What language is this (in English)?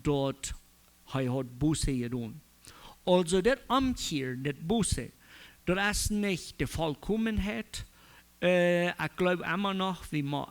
Plautdietsch